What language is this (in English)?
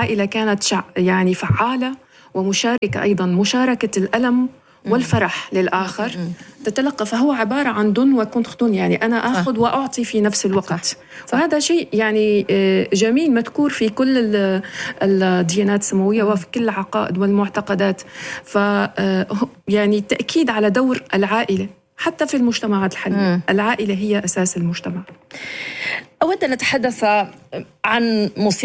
Arabic